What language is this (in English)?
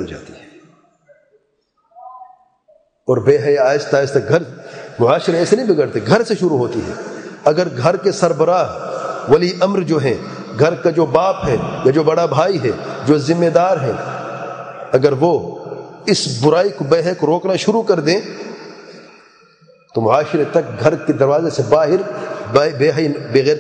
Urdu